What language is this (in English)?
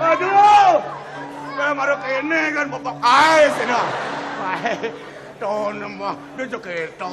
Balinese